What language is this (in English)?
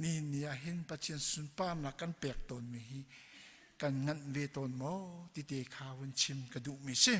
Hakha Chin